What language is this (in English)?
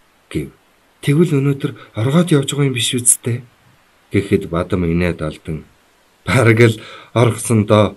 Mongolian